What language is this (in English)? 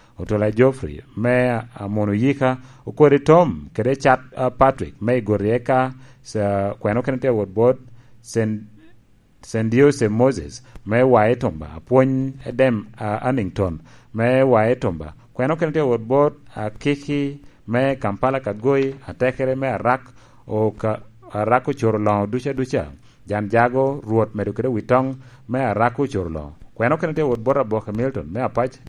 Lango (Uganda)